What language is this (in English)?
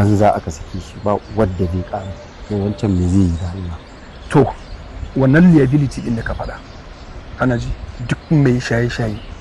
Hausa